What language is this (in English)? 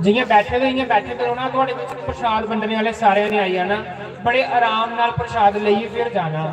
Dogri